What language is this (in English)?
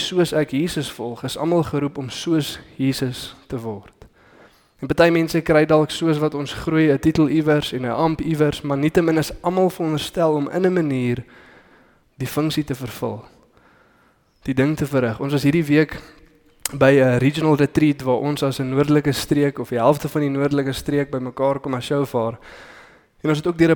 Afrikaans